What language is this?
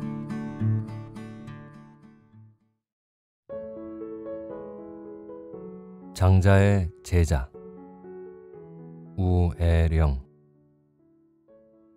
Korean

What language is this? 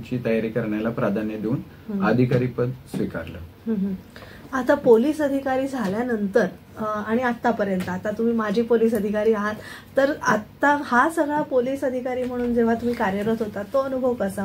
Marathi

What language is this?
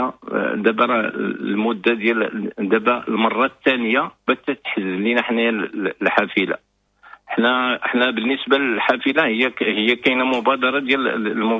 Moroccan Arabic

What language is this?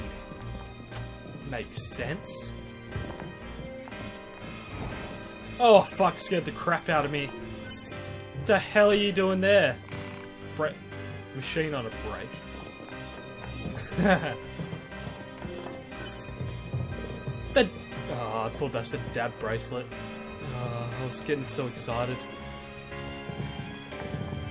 English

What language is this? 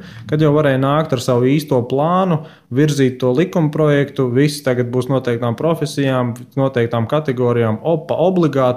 Latvian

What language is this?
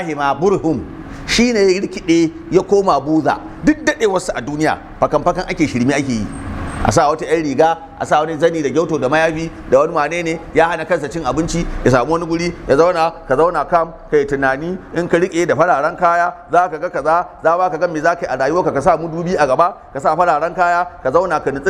Hausa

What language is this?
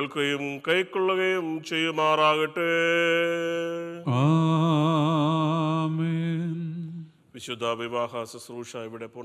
Malayalam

